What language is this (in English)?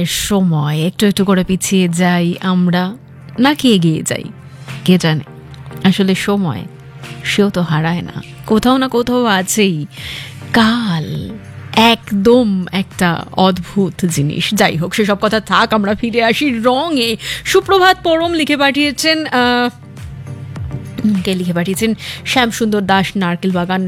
Bangla